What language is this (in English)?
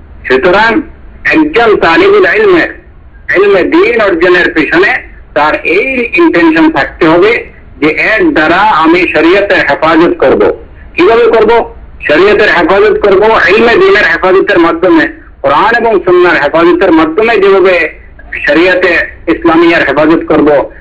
Bangla